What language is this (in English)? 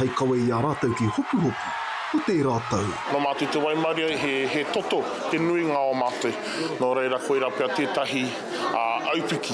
Māori